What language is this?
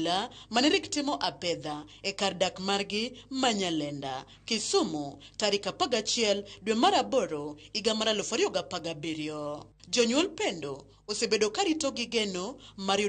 Luo (Kenya and Tanzania)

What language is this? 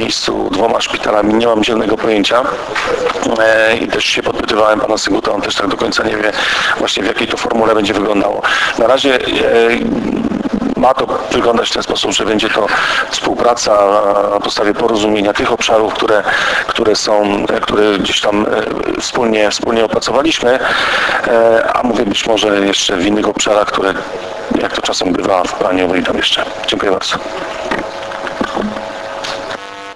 Polish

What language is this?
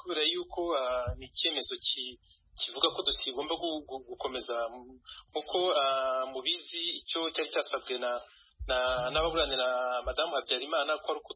Kinyarwanda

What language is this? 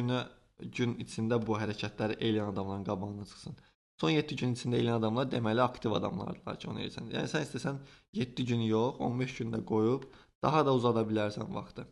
Azerbaijani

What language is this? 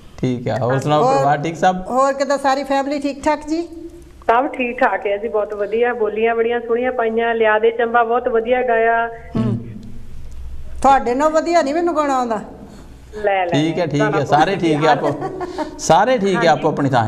Punjabi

